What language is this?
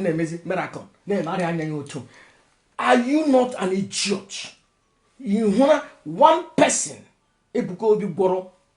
Igbo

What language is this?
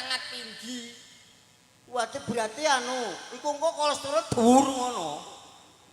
Javanese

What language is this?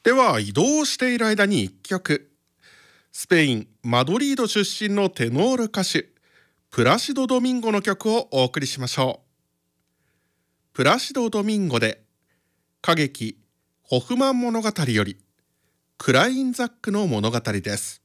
Japanese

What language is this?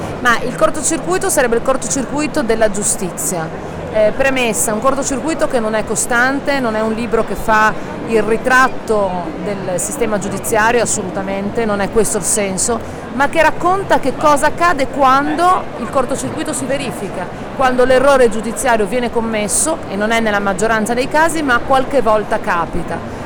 Italian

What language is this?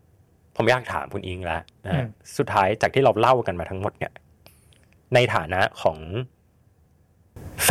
Thai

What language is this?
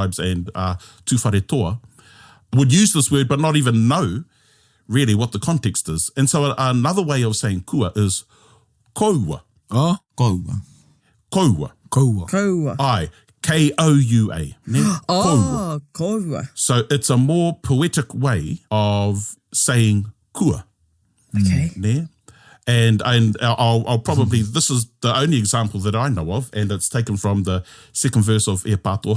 Māori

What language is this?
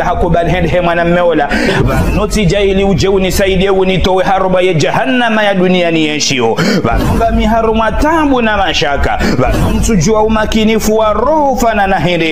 Ngazidja Comorian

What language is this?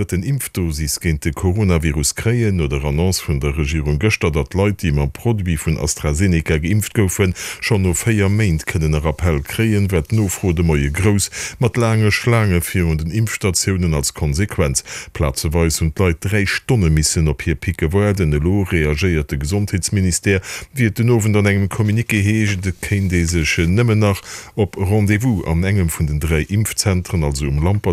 Luxembourgish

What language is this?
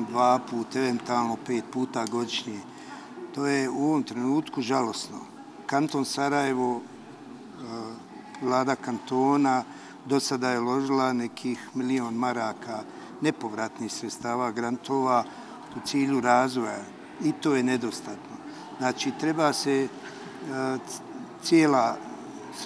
Bosnian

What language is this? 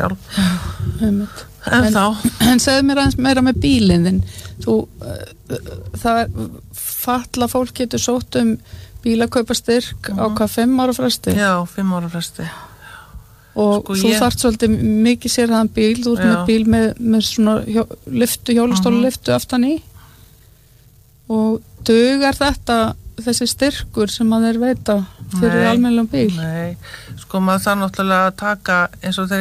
Icelandic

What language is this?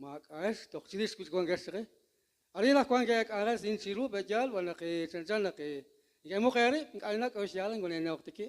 Kekchí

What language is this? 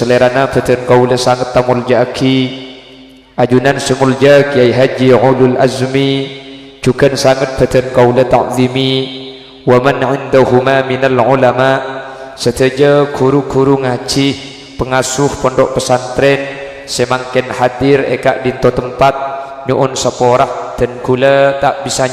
Madurese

